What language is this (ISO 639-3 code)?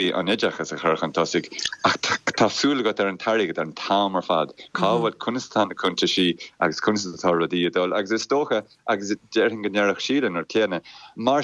gle